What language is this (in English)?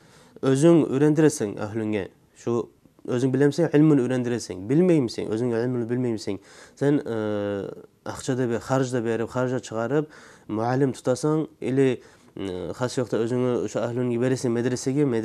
Kumyk